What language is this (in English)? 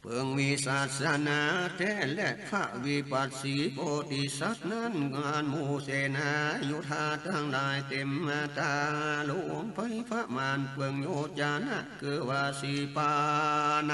Northern Thai